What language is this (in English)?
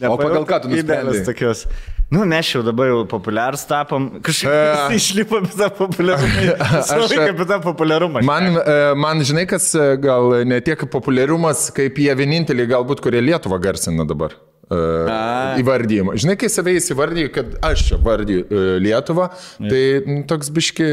Lithuanian